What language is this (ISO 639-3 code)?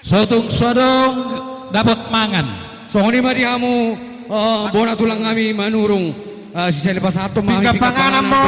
bbc